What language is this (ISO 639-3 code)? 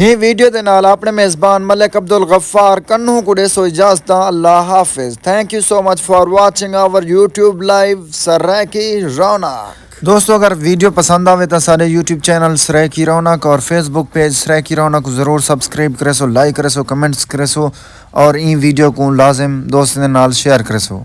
skr